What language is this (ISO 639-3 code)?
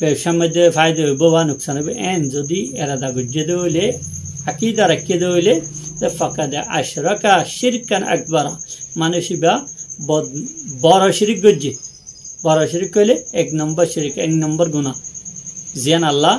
rhg